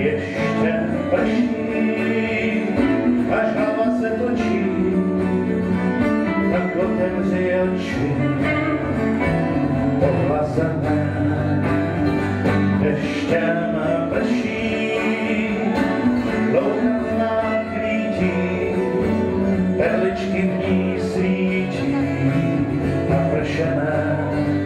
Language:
Czech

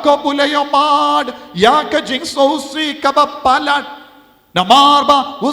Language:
Khasi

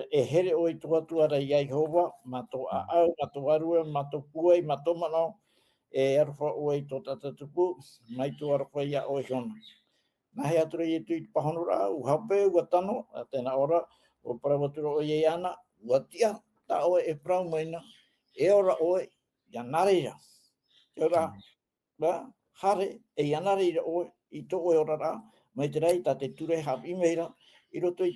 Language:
Tahitian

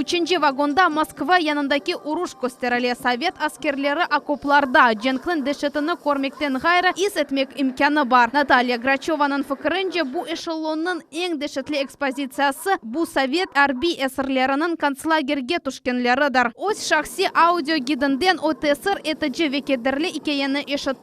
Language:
Crimean Tatar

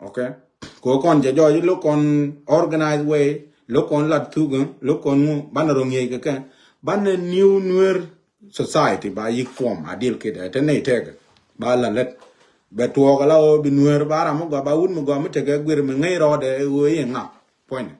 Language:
Nuer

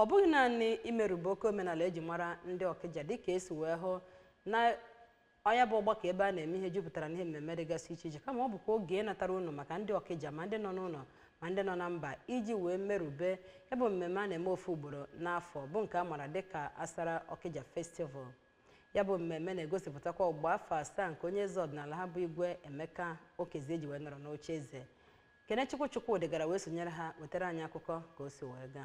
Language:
Igbo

